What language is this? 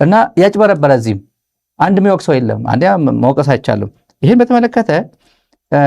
Amharic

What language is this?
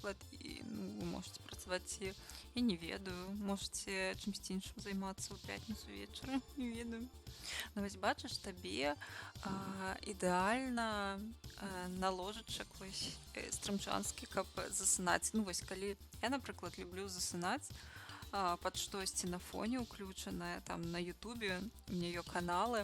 Belarusian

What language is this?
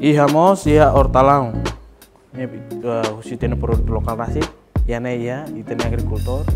Tetum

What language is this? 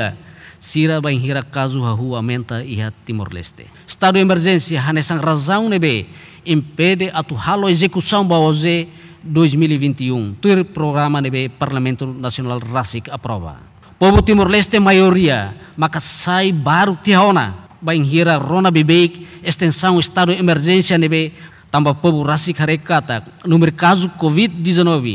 Tetum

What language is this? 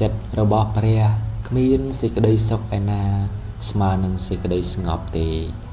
Khmer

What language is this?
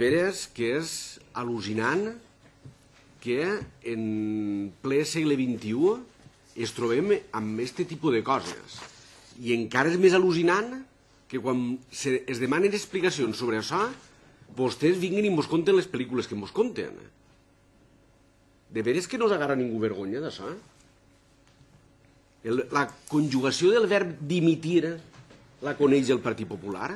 Catalan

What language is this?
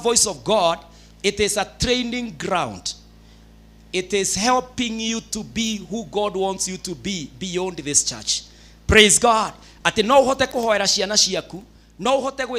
Kikuyu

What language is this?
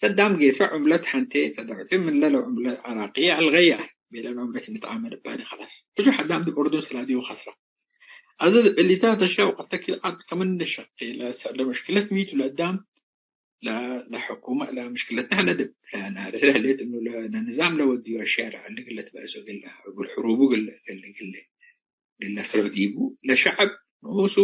Tigre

